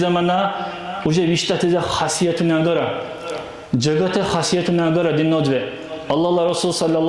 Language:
Dargwa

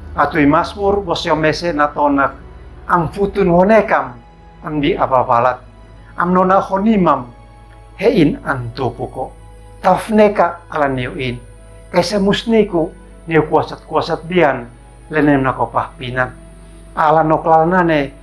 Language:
Uab Meto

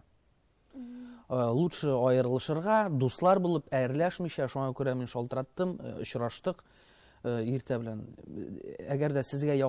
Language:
Tatar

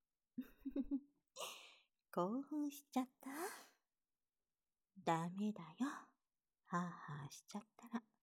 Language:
Japanese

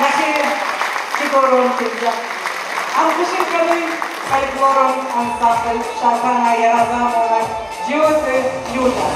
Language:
Ossetic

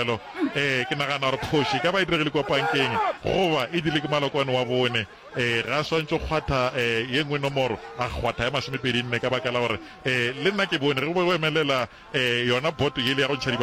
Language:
Northern Sotho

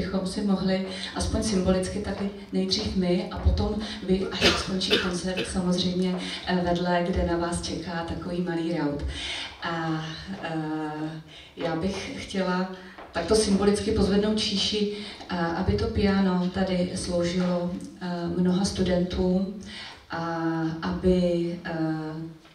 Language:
Czech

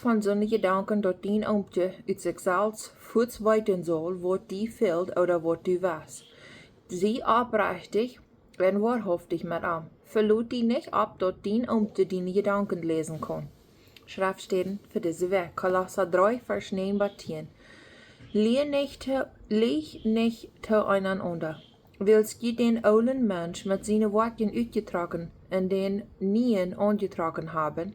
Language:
Plautdietsch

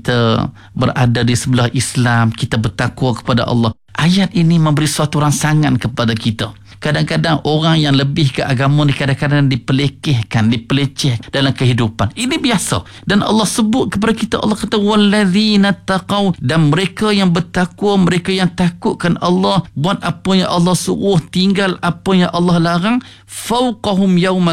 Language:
Malay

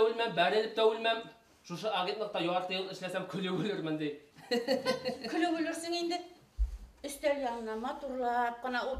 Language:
Bashkir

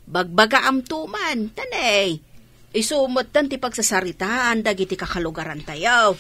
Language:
Iloko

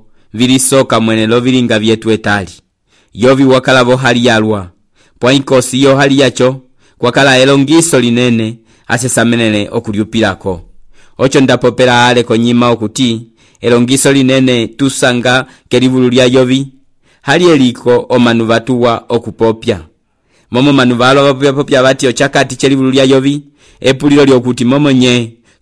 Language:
Umbundu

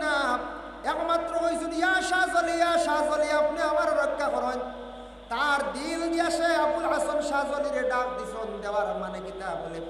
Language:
Sylheti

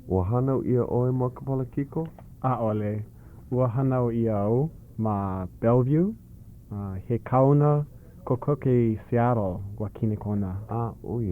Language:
Hawaiian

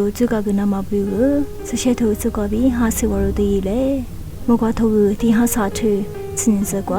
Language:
Lisu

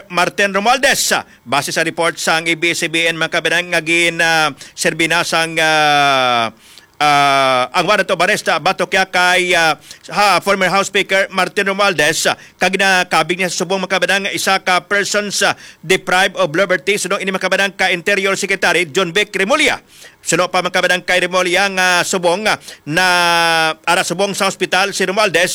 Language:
Hiligaynon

